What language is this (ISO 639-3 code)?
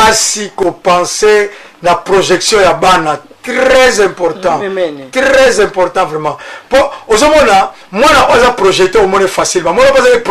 lin